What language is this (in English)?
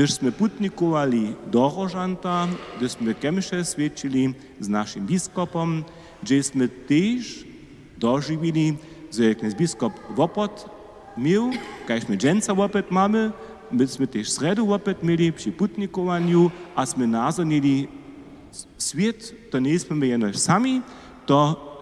Upper Sorbian